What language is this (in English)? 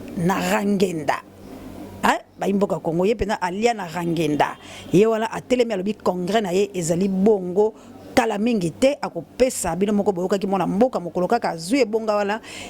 Lingala